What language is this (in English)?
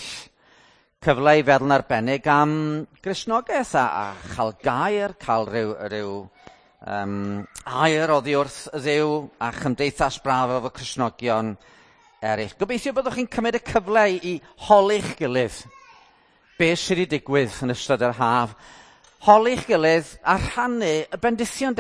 Welsh